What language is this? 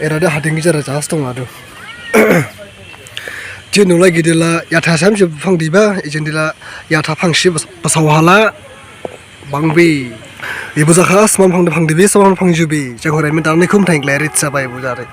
Dimasa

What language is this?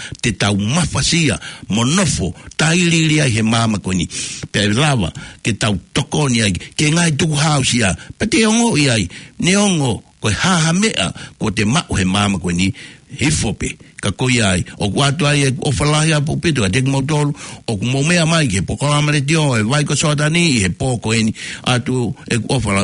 Tongan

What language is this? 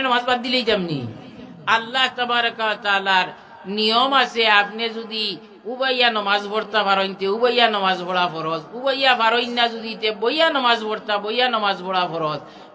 Sylheti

